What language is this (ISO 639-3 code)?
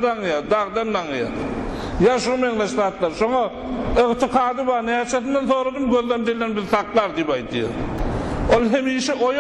tuk